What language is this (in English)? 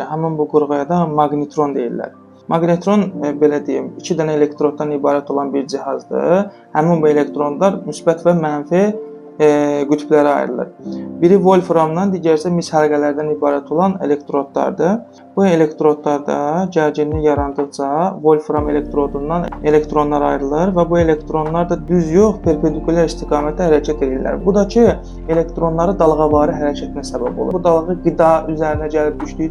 Azerbaijani